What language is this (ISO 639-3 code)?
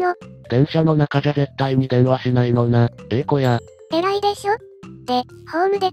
jpn